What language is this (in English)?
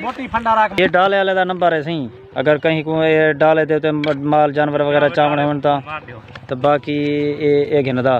Saraiki